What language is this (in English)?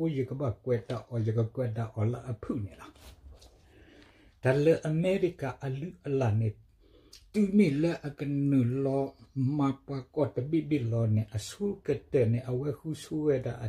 S'gaw Karen